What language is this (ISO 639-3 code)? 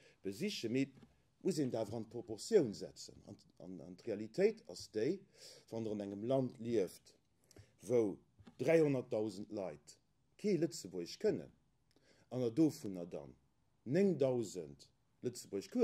ltz